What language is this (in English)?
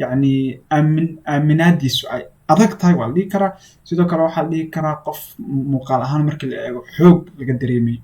Somali